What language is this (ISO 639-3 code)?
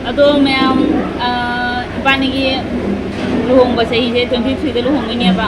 mni